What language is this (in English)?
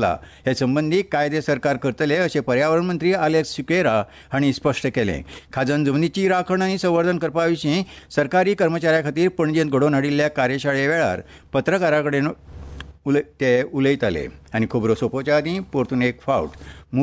Konkani